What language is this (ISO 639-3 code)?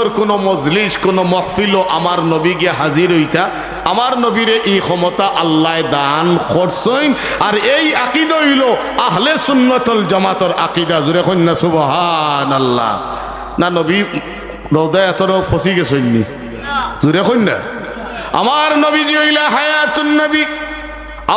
syl